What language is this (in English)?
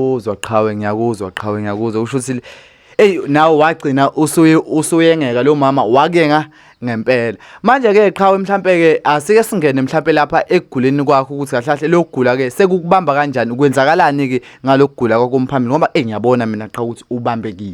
Zulu